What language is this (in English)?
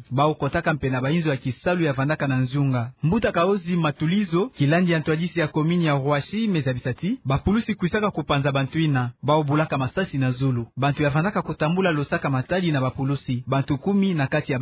Kituba (Democratic Republic of Congo)